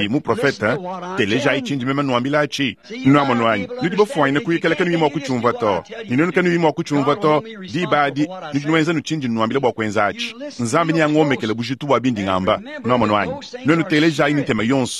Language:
Luba-Lulua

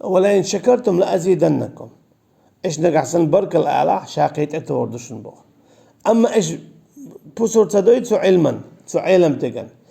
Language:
Chechen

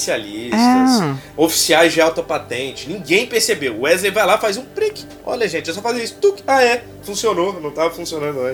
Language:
Portuguese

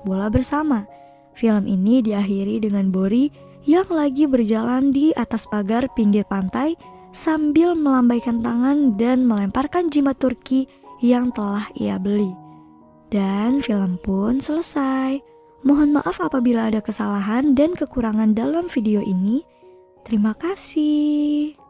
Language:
Indonesian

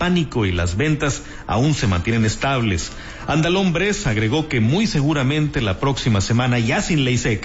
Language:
Spanish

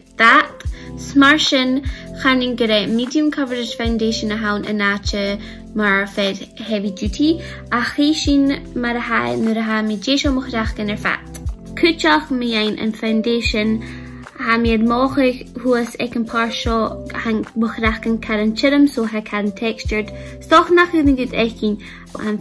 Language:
Scottish Gaelic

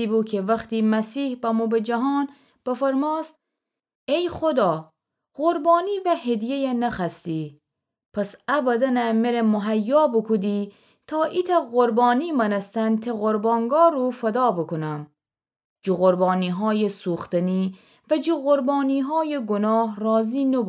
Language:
Gilaki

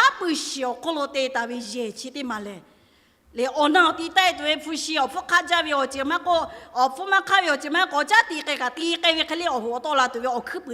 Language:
Lahu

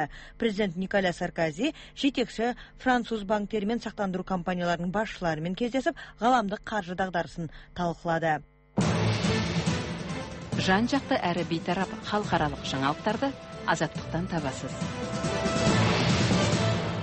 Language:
Kazakh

